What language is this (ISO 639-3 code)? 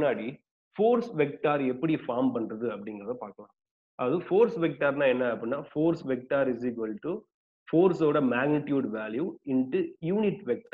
tam